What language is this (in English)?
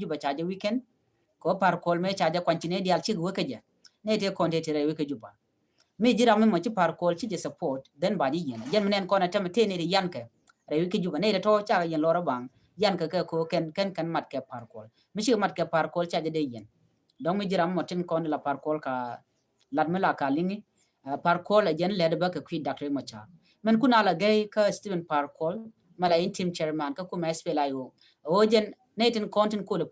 Nuer